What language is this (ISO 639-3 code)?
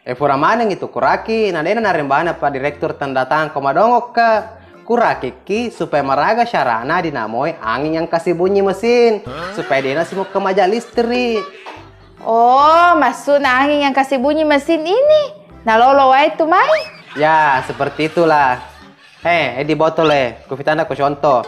bug